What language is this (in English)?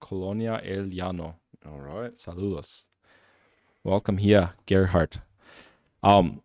Plautdietsch